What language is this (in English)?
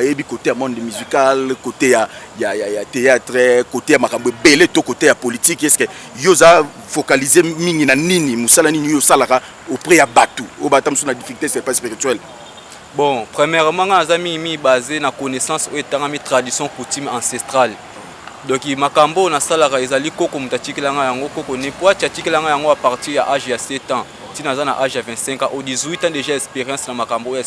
Lingala